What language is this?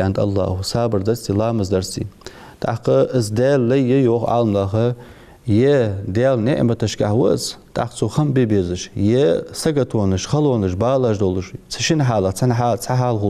Ingush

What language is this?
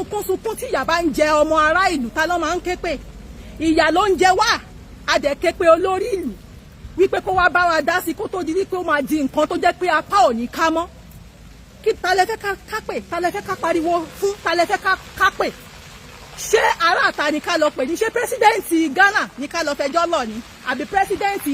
Yoruba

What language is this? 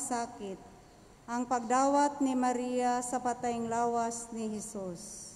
Cebuano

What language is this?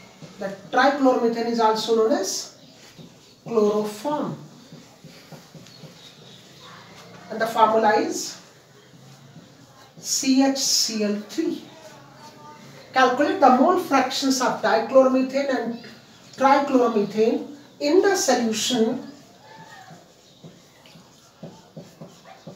Hindi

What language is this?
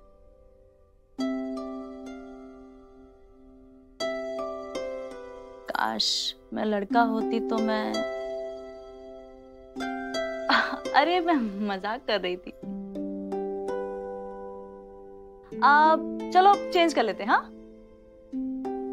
Hindi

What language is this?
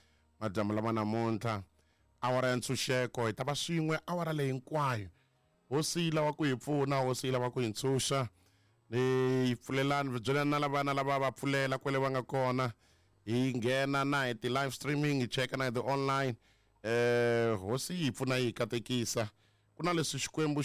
Tsonga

